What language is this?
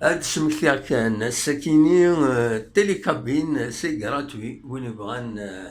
Kabyle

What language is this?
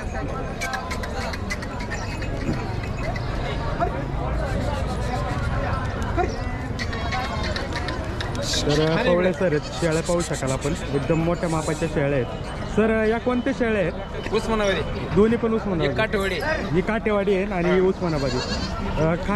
Marathi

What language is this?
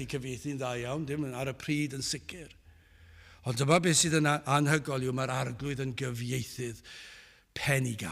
Welsh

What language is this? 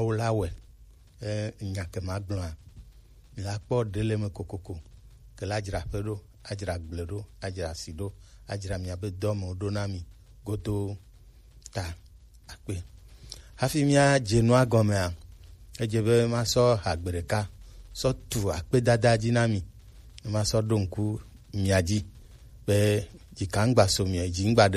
Gen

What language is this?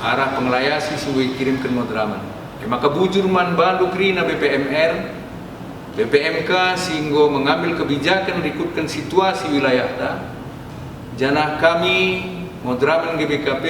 Batak Karo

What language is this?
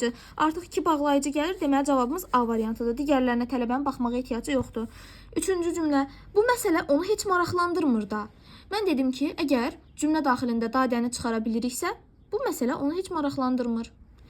Azerbaijani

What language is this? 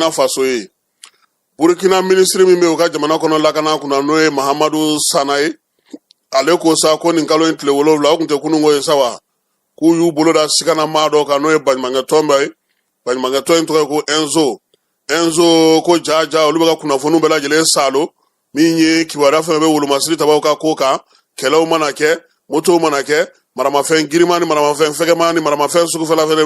Bambara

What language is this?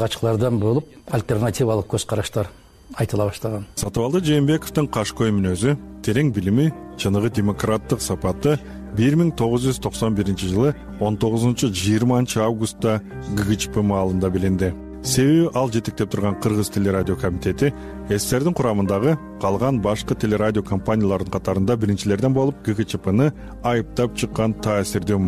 Kyrgyz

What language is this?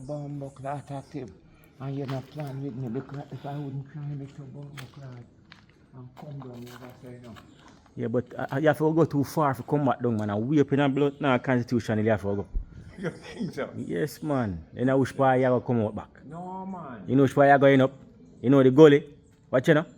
Jamaican Creole English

